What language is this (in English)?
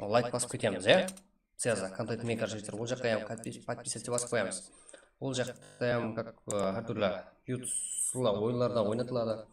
Kara-Kalpak